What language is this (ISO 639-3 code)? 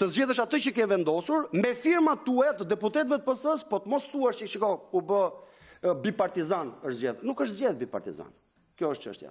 sqi